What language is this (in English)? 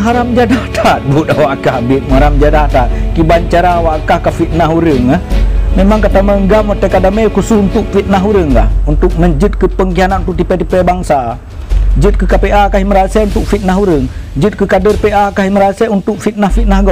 Achinese